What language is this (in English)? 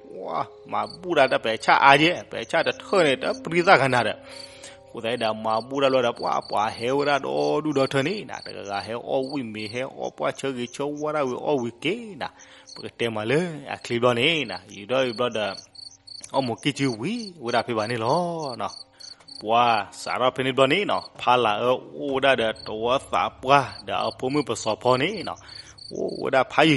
S'gaw Karen